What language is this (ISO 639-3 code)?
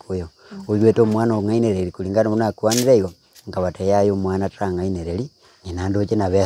guz